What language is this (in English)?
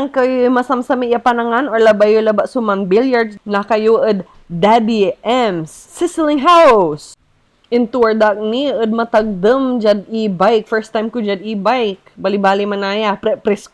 Pangasinan